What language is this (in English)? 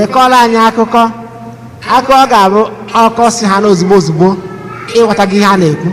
Igbo